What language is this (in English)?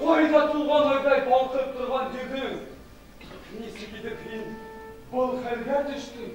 Bashkir